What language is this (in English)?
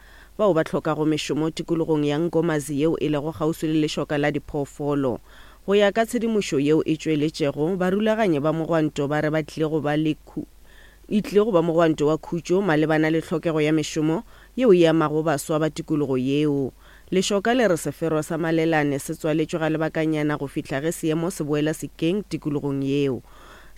Northern Sotho